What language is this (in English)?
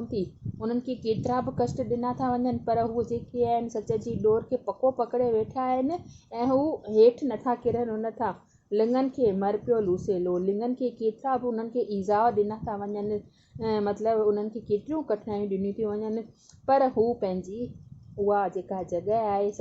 Sindhi